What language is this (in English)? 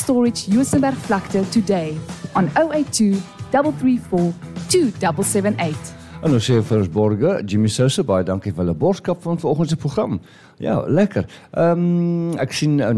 Afrikaans